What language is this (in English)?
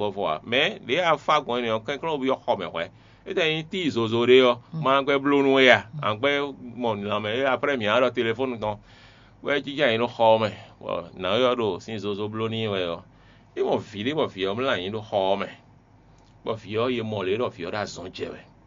Fon